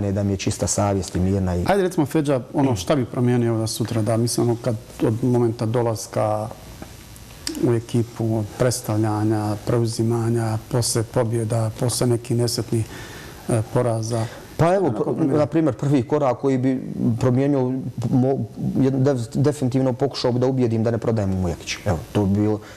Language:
Bosnian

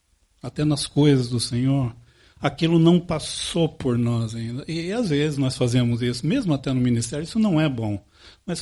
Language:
Portuguese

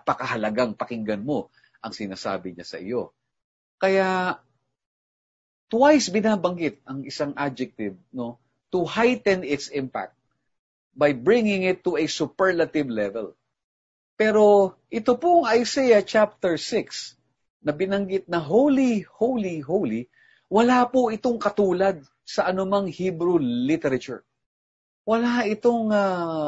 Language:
Filipino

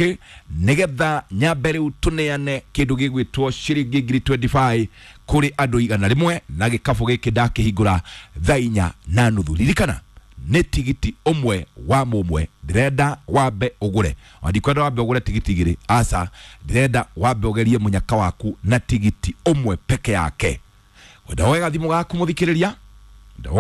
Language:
Kikuyu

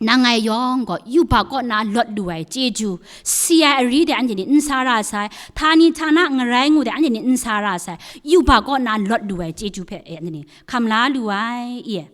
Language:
Kachin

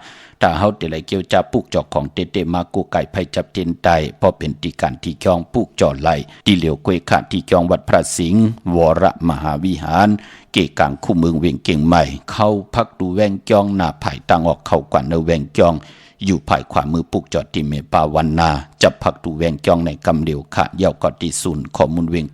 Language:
Shan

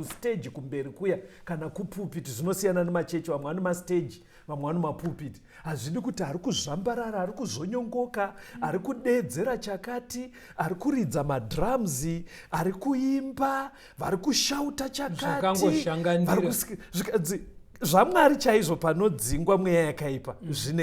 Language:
Shona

